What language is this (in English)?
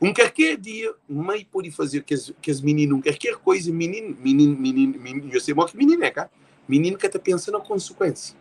Kabuverdianu